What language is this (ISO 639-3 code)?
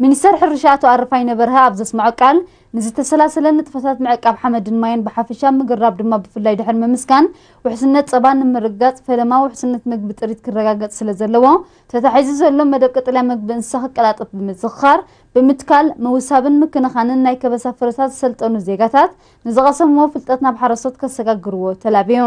tir